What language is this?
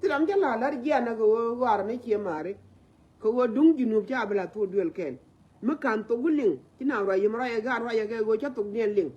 Nuer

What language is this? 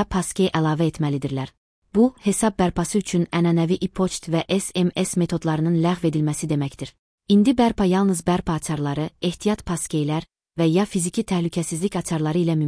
Azerbaijani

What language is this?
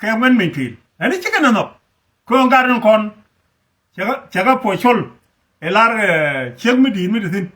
Nuer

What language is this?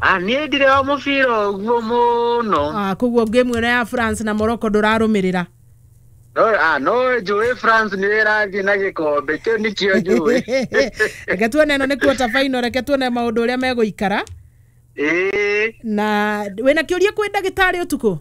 Kikuyu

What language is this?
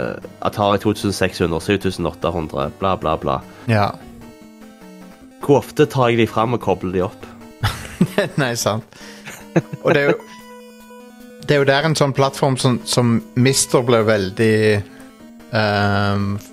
Norwegian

